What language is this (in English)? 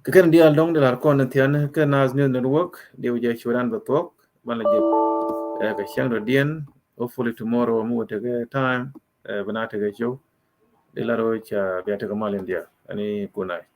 Nuer